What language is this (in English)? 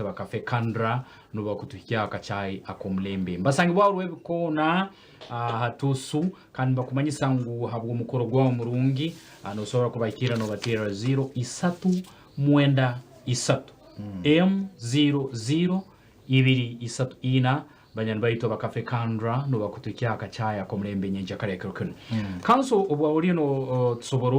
Nyankole